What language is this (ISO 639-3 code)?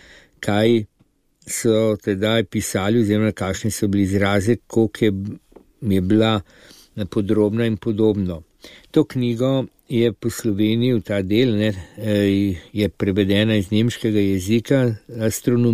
slv